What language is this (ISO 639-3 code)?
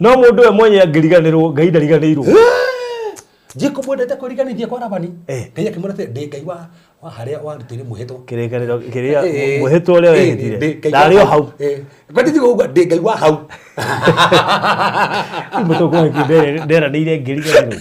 kik